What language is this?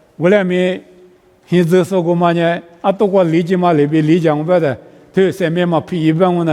Lisu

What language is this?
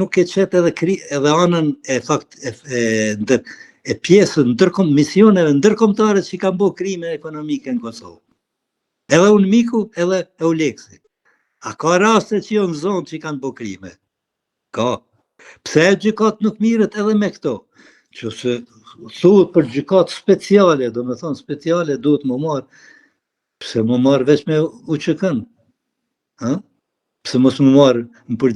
Albanian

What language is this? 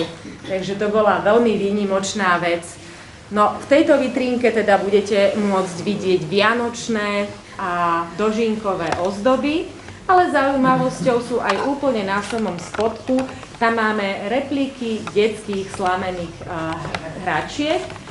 Slovak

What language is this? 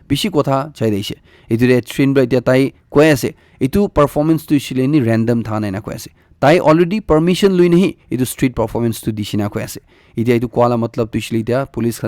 Naga Pidgin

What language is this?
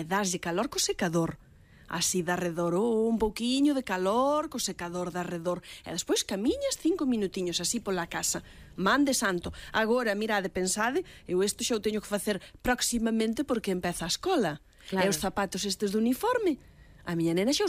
Galician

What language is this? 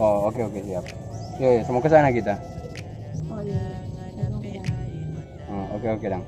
Manado Malay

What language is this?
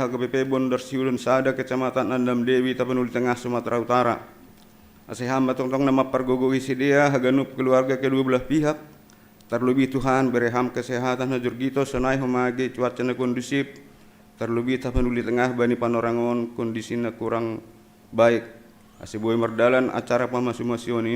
Batak Simalungun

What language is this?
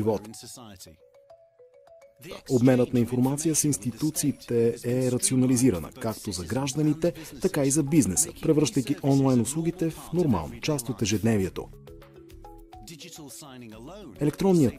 Bulgarian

